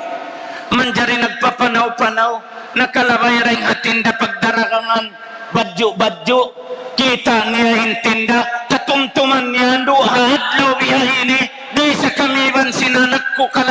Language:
Tausug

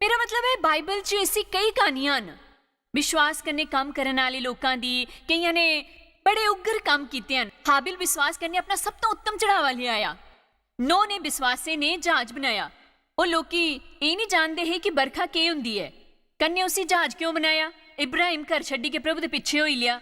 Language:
Dogri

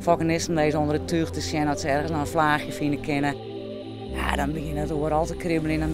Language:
Western Frisian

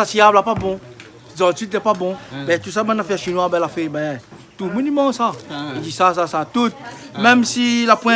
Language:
Réunion Creole French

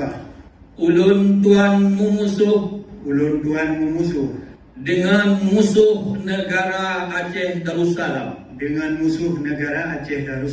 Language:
Achinese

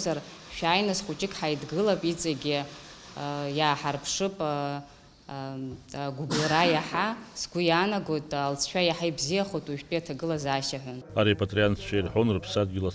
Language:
Abkhazian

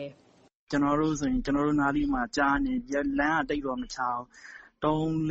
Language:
Burmese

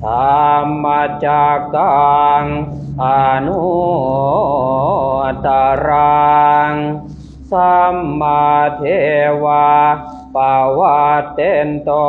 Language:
Pali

